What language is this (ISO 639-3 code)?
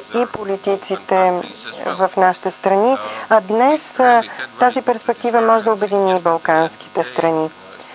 bul